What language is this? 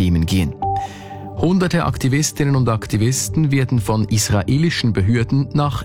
German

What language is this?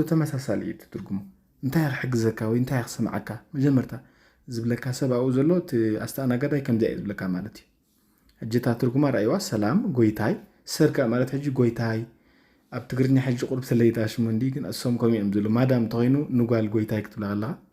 Tigrinya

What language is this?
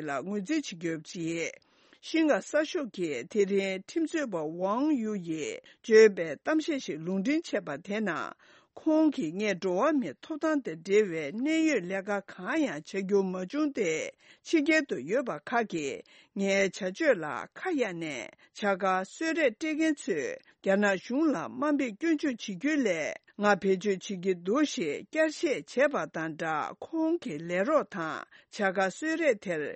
Tibetan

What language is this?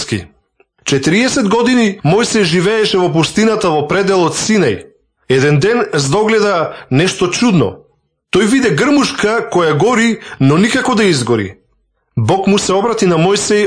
Macedonian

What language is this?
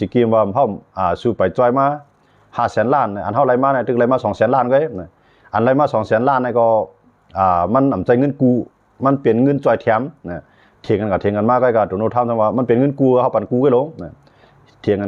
Shan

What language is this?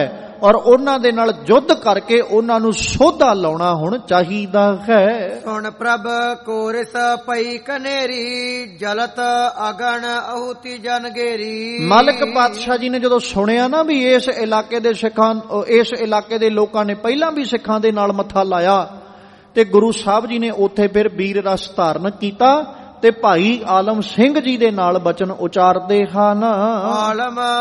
Punjabi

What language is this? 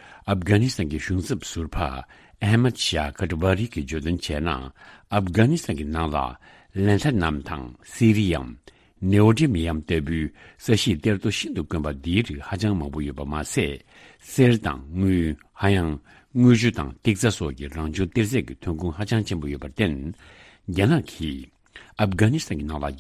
Tibetan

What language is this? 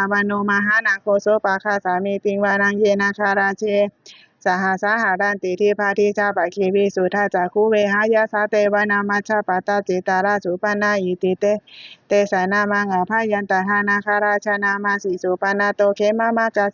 Pali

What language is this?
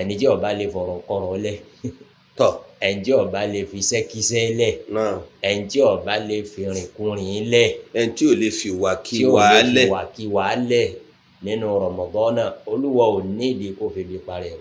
Yoruba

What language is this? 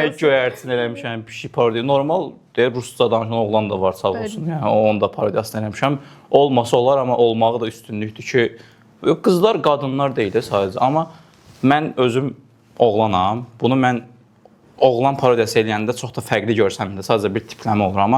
Azerbaijani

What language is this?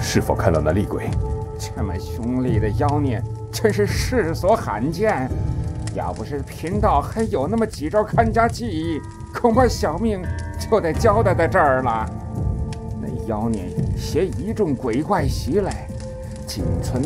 Chinese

